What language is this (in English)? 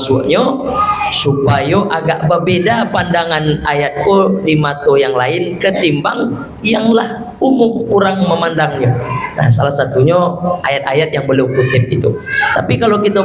Minangkabau